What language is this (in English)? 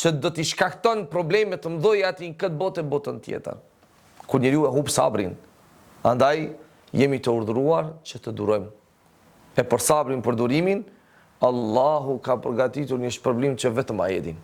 Albanian